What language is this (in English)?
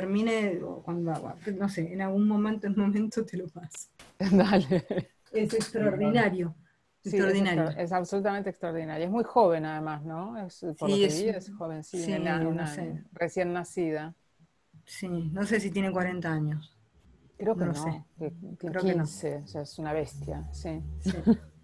Spanish